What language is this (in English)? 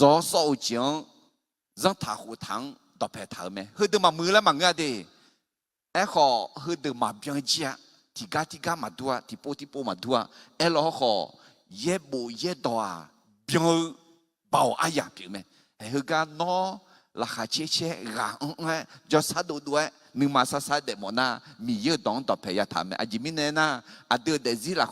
Akha